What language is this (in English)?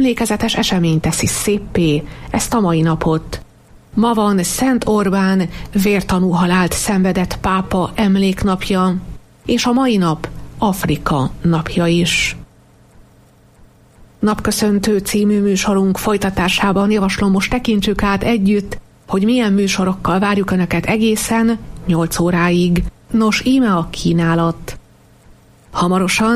Hungarian